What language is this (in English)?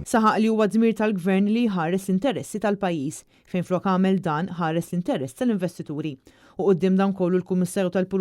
Maltese